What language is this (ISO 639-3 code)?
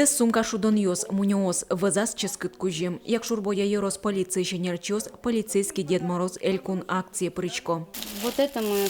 udm